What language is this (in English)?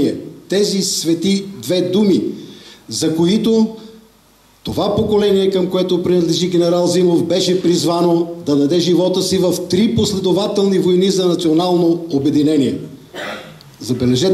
Bulgarian